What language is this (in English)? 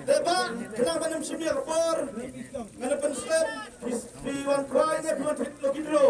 Khasi